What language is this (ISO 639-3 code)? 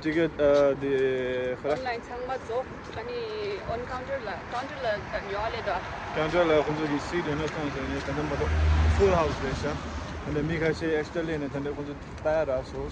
bod